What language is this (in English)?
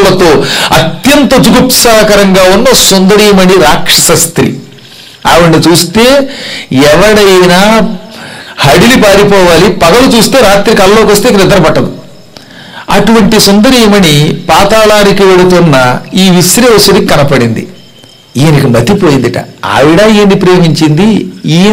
Telugu